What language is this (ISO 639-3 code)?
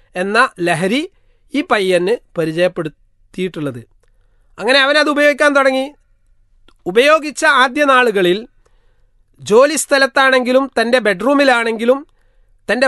mal